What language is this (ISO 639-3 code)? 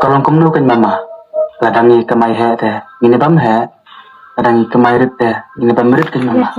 kha